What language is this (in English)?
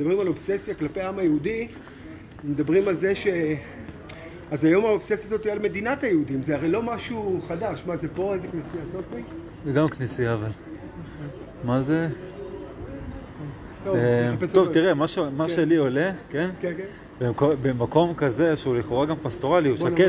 Hebrew